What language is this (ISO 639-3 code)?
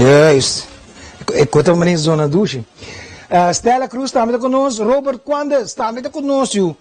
pap